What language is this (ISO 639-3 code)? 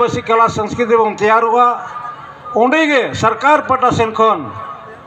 sat